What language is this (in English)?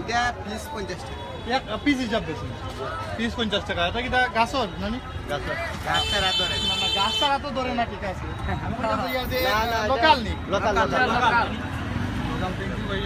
Sylheti